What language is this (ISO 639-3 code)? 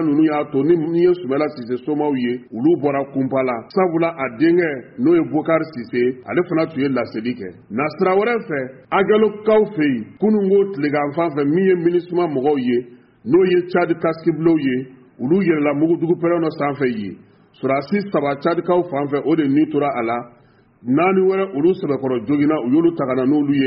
bam